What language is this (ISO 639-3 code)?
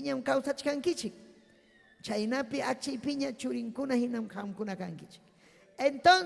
quy